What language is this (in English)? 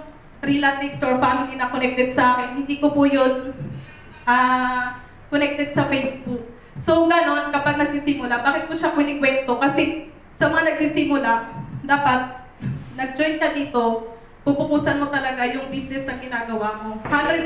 Filipino